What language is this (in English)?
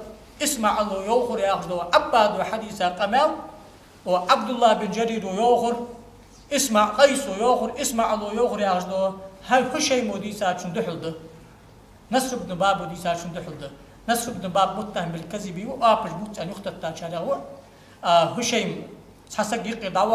Ingush